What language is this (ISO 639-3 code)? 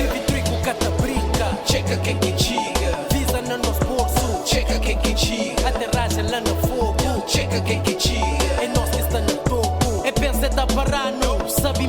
kea